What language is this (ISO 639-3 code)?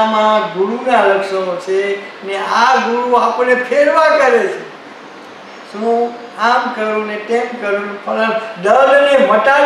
guj